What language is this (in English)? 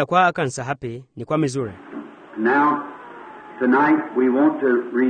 Swahili